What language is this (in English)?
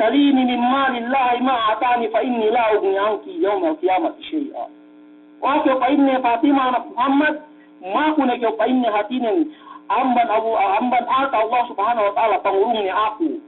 Yakan